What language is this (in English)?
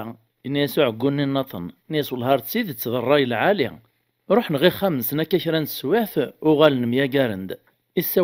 Kabyle